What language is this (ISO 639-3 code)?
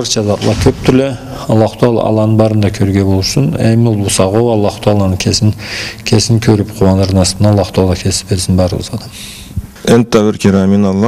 krc